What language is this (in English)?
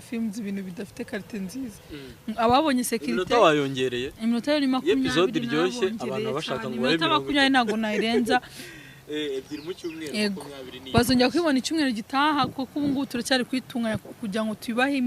Kinyarwanda